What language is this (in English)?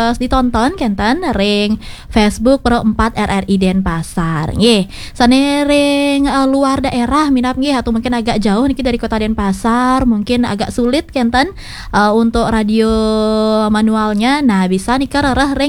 Balinese